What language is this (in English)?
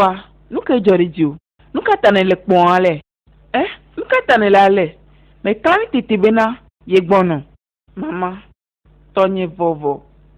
Ewe